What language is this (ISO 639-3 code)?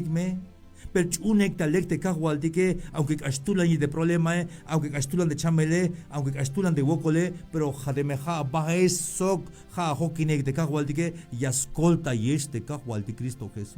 tzh